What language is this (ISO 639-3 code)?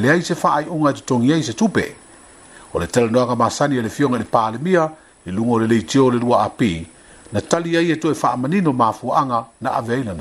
smo